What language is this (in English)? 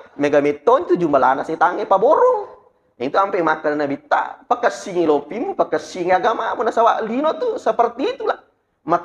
Buginese